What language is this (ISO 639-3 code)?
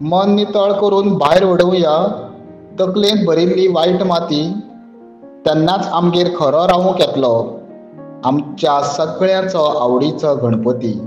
kok